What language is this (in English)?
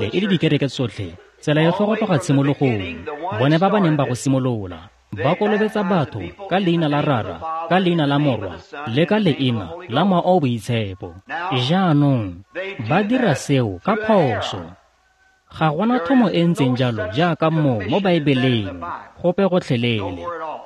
Tswana